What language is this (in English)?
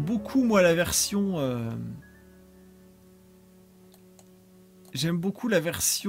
French